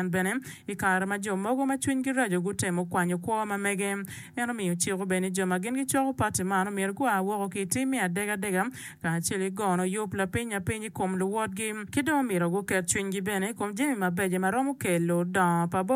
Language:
Acoli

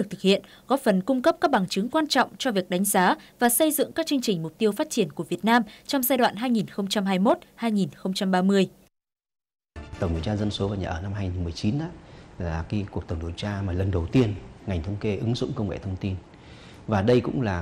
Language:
Vietnamese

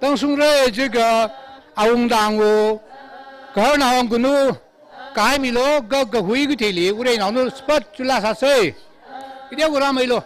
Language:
Tangkhul Naga (India)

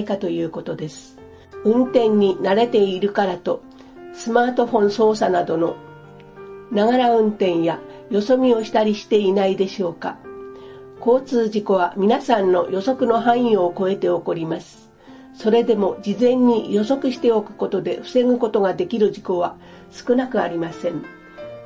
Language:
Japanese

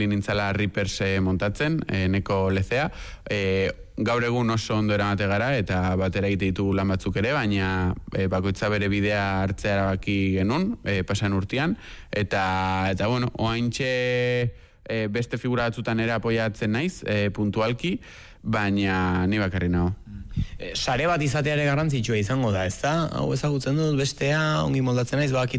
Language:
Basque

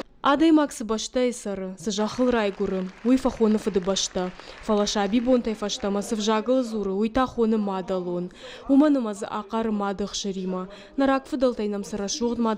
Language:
Ossetic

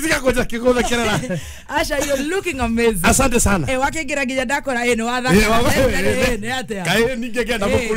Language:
Kikuyu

